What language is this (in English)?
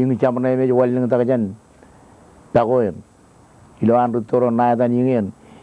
Marshallese